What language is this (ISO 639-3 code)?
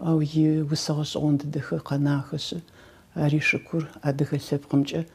ady